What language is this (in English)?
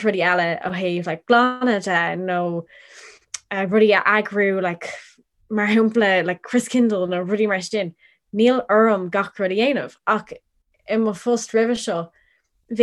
Irish